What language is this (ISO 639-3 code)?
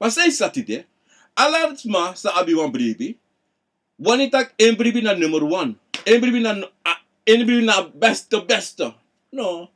srn